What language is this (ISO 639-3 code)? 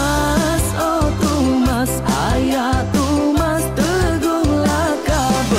iba